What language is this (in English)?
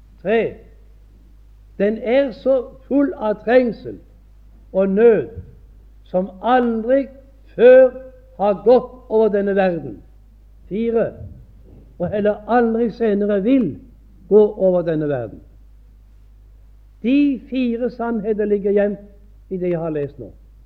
Norwegian